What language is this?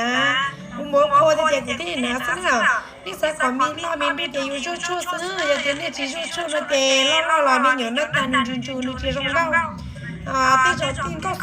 Hmong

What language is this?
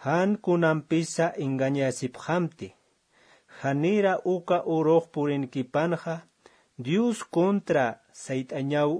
Aymara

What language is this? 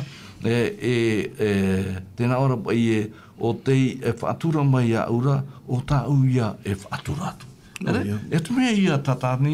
Tahitian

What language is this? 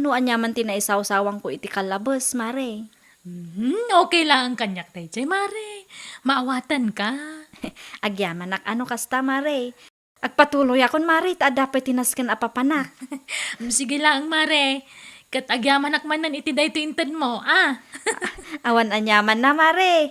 Iloko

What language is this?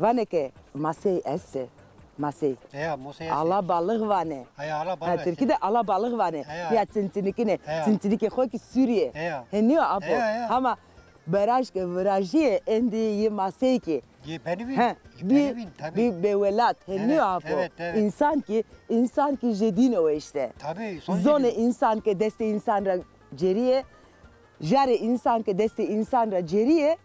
Zaza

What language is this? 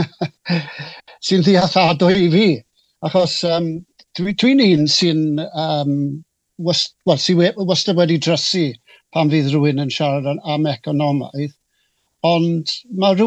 Welsh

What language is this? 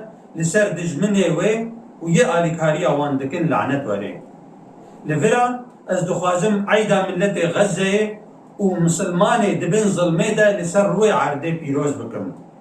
Kurdish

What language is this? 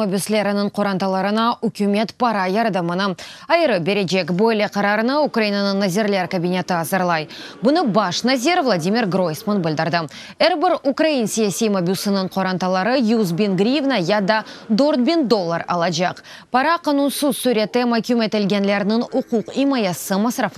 Crimean Tatar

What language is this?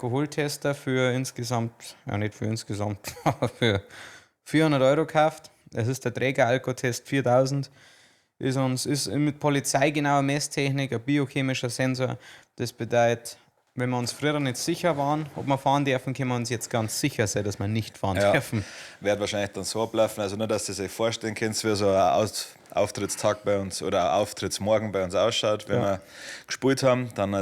Bavarian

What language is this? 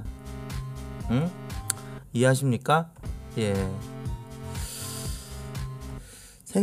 Korean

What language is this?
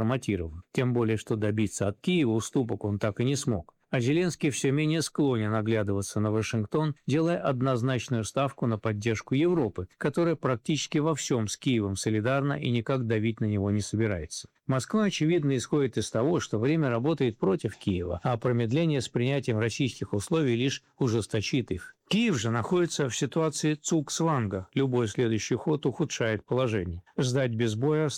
Russian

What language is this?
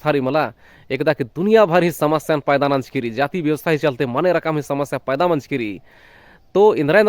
Kurukh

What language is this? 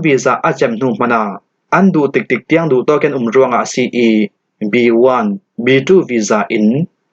Falam Chin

